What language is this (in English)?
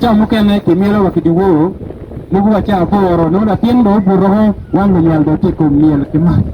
Acoli